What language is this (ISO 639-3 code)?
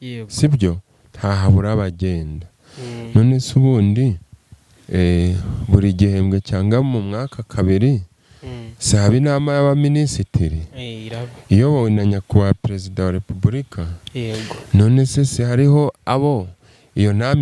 kin